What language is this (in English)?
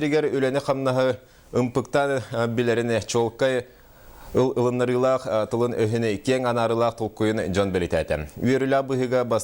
Yakut